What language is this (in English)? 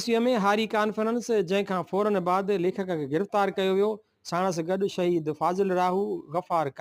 Sindhi